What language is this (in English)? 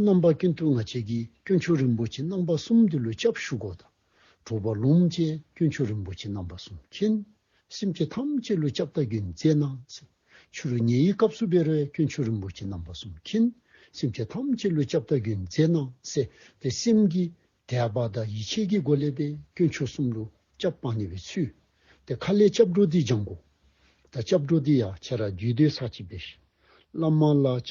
Dzongkha